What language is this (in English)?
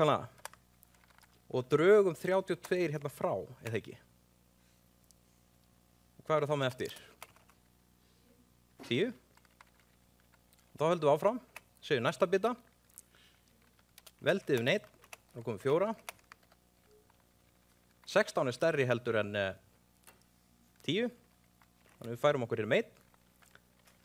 Icelandic